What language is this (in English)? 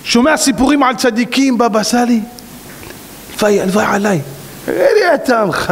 Hebrew